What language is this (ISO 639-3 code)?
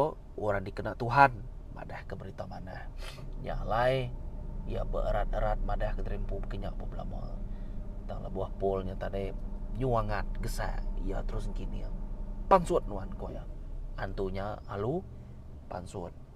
iba